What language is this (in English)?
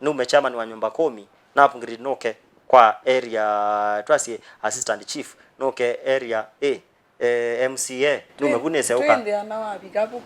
Kamba